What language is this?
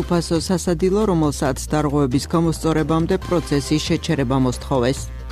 Georgian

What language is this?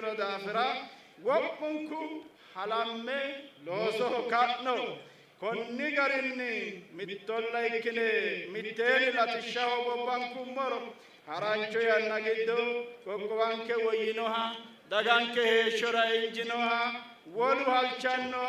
Sidamo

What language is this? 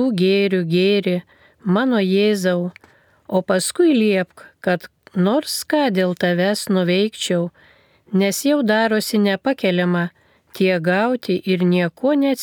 Lithuanian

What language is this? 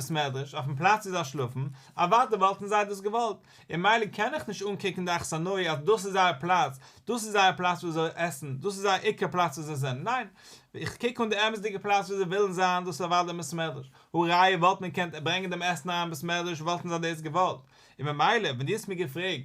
Yiddish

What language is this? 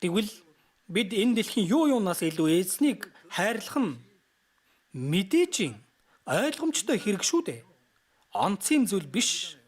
Mongolian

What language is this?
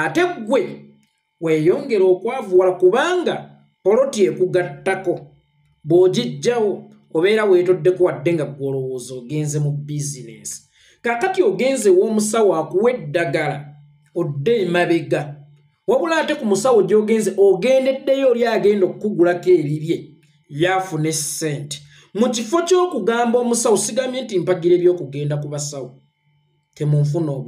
Ganda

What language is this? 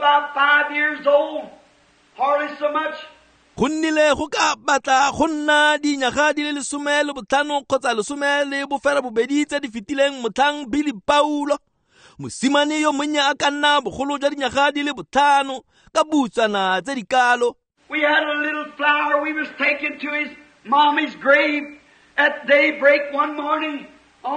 Tswana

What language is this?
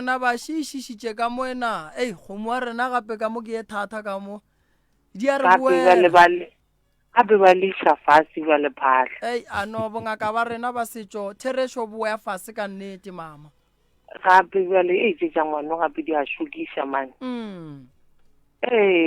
Northern Sotho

